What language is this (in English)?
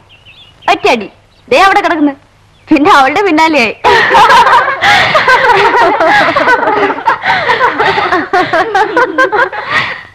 Malayalam